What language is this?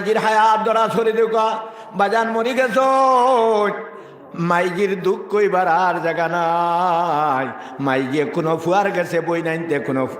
Sylheti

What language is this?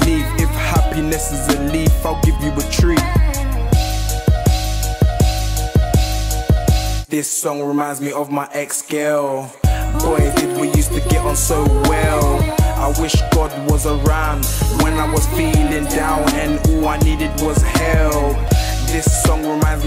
English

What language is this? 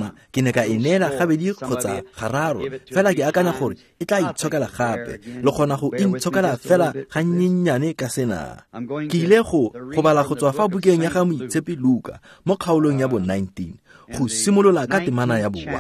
Tswana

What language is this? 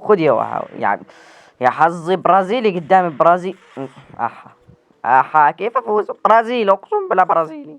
Egyptian Arabic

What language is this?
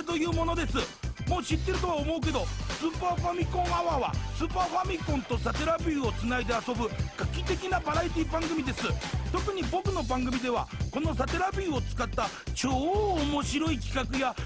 Japanese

